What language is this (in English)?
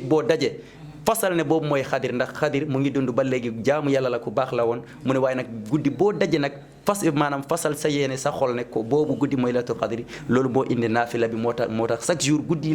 Wolof